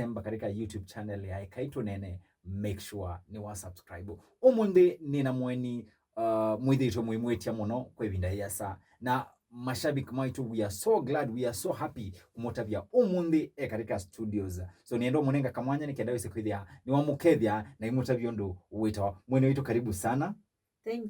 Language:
Kamba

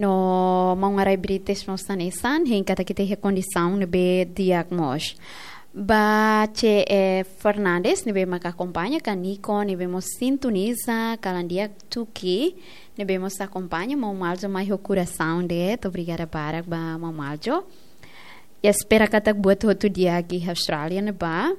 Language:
Tetum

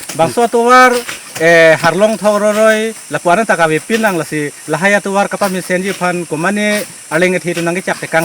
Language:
Karbi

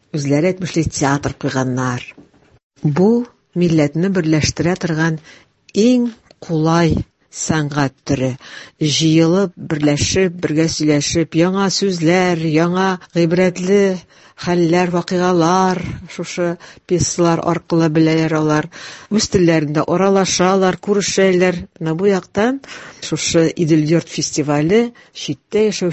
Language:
Tatar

